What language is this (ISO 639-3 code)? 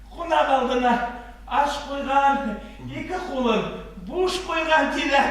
bak